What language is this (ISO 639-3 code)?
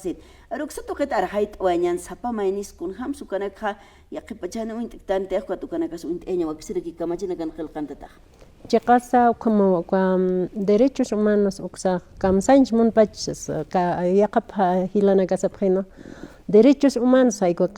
aym